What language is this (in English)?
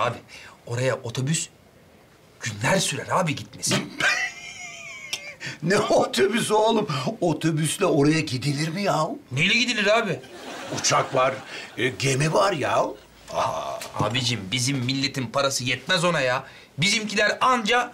Turkish